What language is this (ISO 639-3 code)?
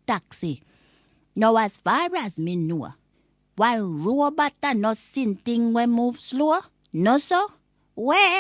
jam